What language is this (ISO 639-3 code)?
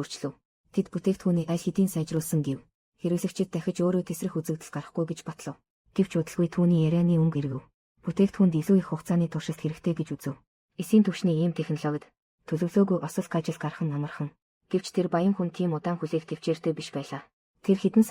mon